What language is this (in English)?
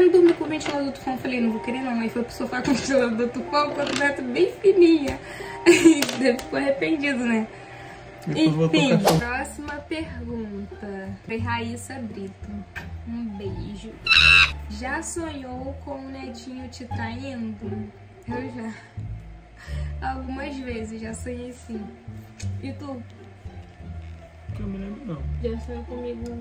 Portuguese